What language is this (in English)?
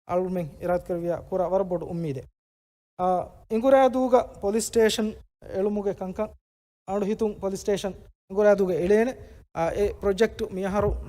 Divehi